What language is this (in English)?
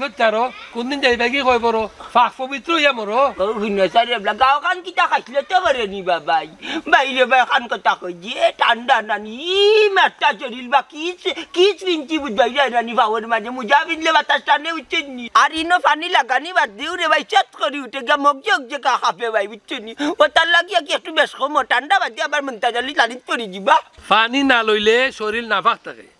Sylheti